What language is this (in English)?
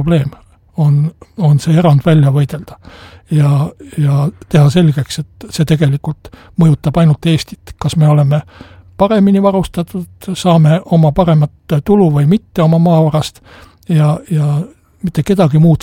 Estonian